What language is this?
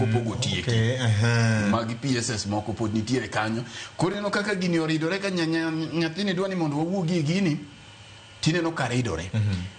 Luo (Kenya and Tanzania)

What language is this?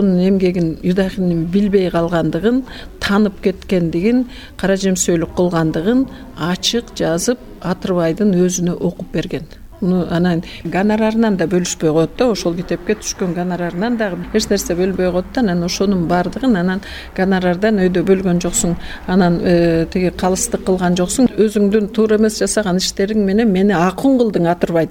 Kyrgyz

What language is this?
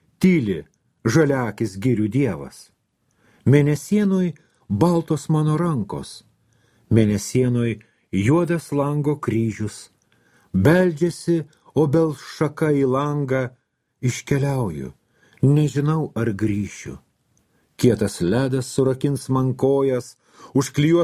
Lithuanian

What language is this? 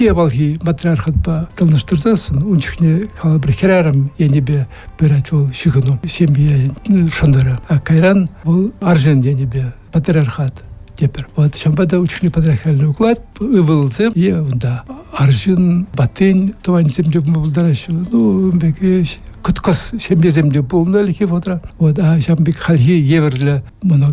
Chuvash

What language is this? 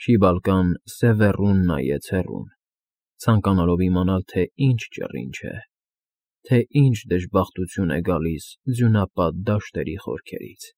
Armenian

